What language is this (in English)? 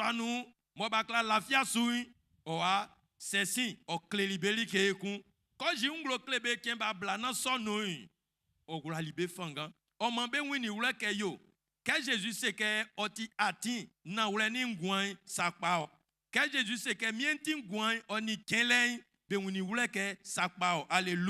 Baoulé